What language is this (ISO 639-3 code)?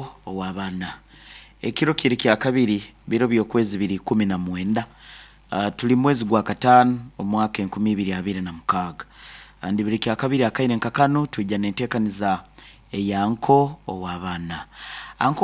nyo